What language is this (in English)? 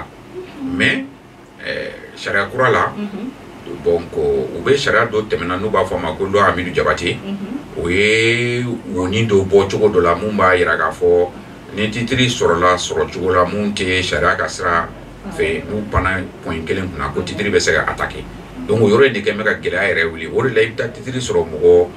Bambara